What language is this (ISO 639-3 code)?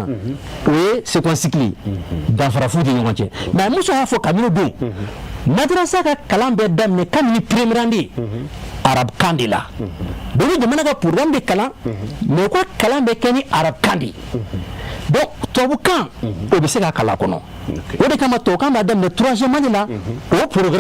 bam